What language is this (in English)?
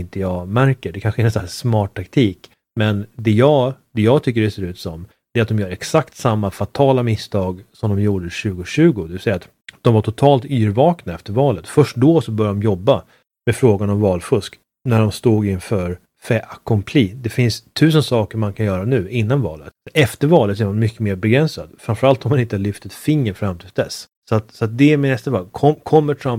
Swedish